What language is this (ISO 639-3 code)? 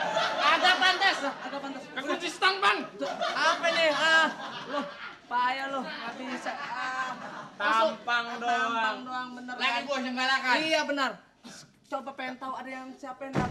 bew